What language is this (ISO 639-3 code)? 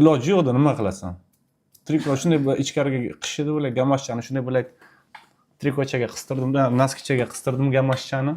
uzb